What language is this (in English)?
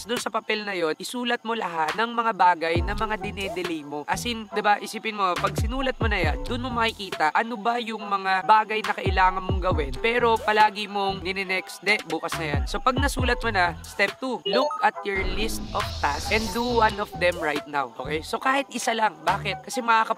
Filipino